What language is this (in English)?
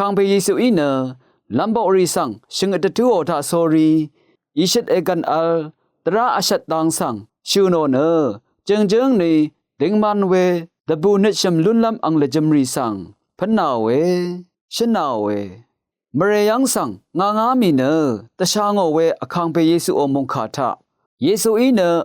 Rawang